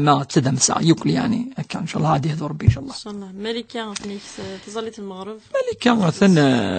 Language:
Kabyle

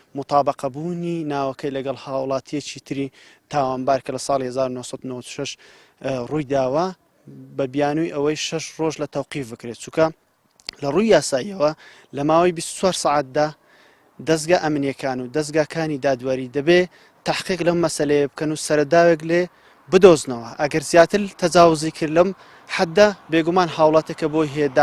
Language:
Central Kurdish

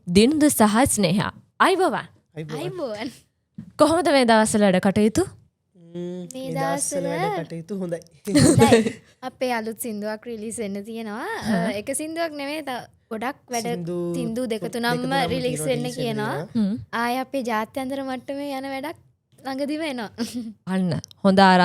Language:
Sinhala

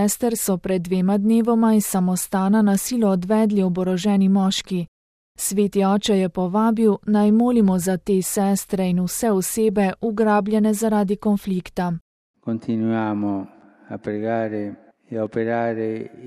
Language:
Slovenian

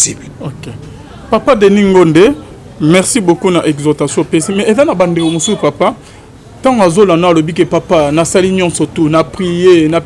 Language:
Lingala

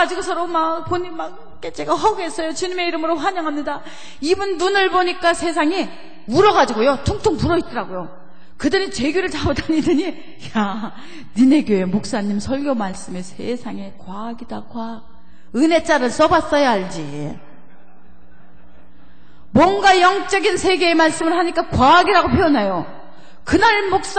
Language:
Korean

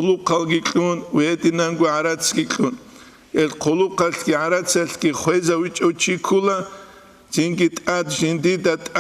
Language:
Avaric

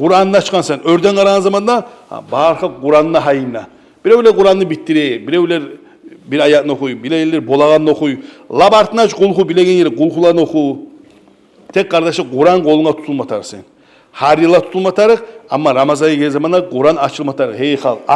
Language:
Kumyk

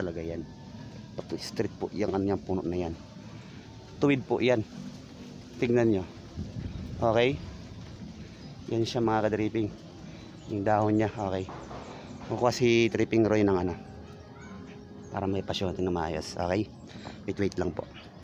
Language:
Filipino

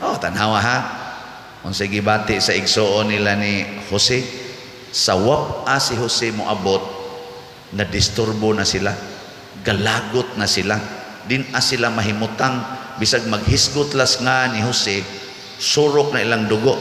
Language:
Cebuano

